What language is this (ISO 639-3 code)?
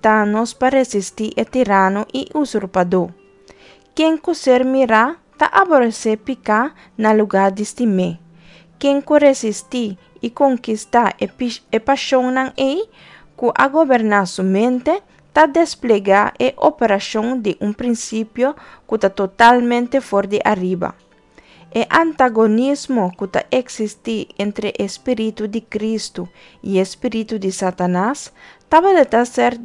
pap